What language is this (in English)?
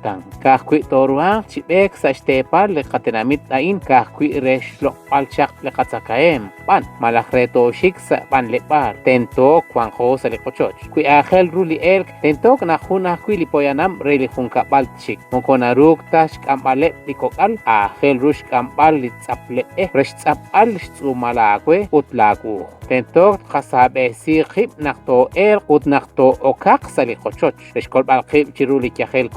Kekchí